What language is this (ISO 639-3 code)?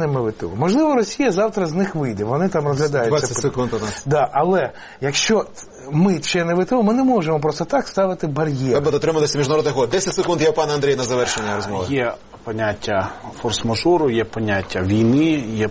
ukr